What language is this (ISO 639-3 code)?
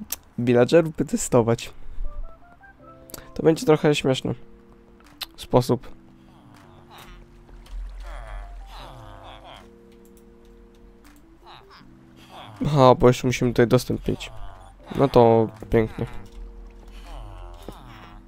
pol